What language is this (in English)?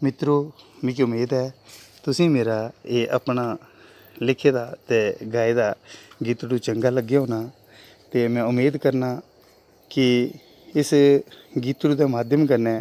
Dogri